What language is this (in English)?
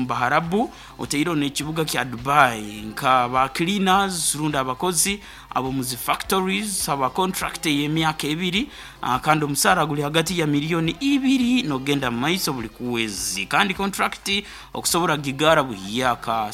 Nyoro